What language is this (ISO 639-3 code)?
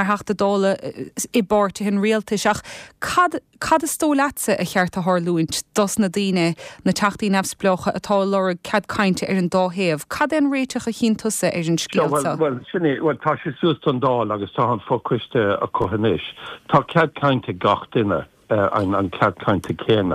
gle